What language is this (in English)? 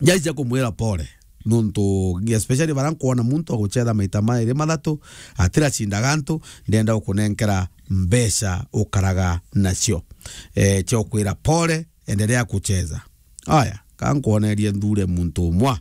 Meru